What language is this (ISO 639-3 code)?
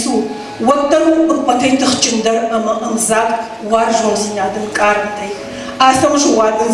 oss